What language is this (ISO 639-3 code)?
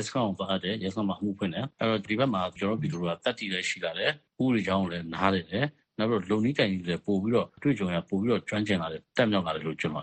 mya